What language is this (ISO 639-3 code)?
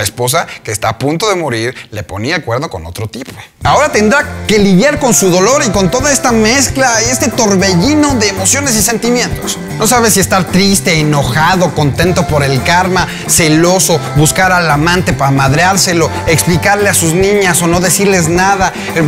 spa